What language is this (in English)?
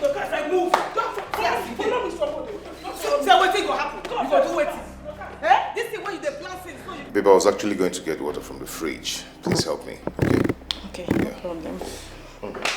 Nigerian Pidgin